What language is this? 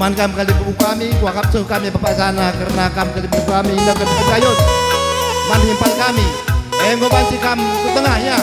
Batak Karo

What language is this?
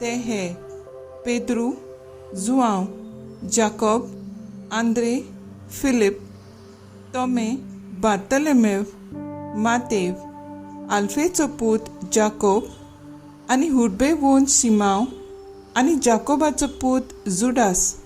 Konkani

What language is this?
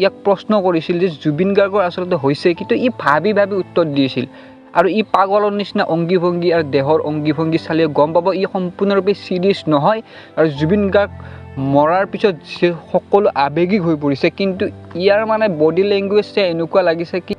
Assamese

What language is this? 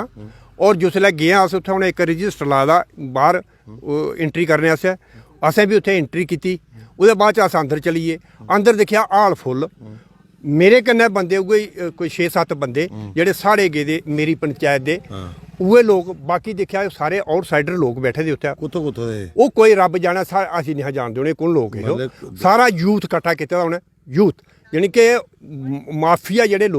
Dogri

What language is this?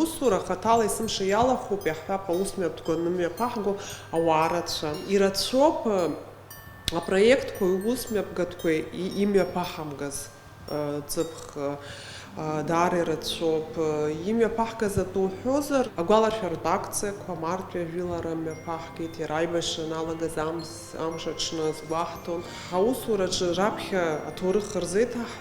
Abkhazian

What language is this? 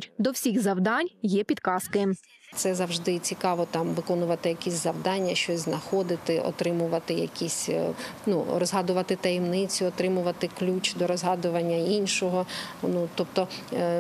Ukrainian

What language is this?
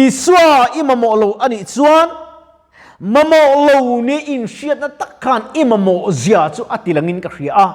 Mizo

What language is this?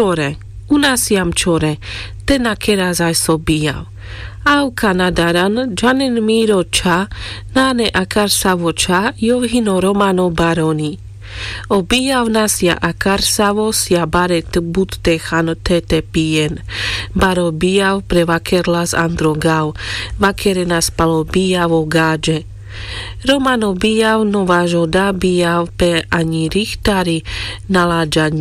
Carpathian Romani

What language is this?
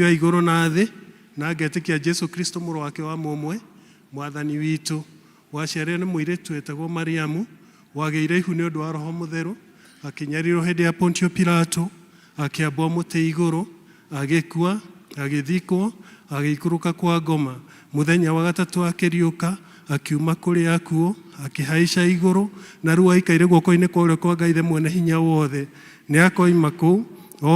Kikuyu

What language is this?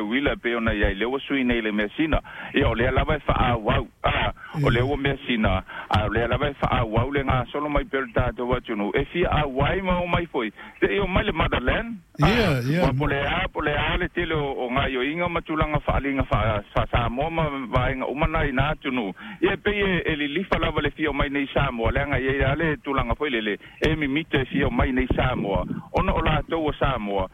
Samoan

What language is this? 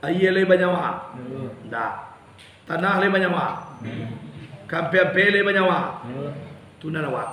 Minangkabau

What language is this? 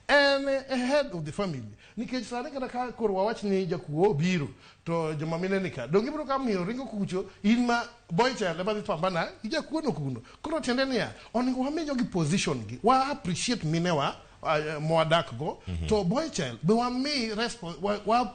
Luo (Kenya and Tanzania)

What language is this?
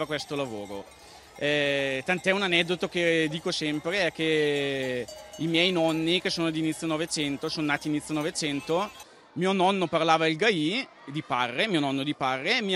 Italian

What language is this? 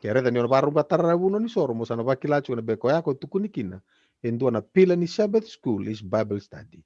Fijian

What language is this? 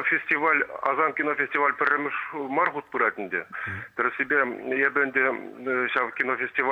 Chuvash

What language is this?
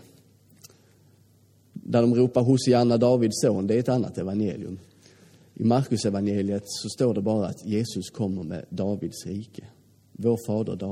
Swedish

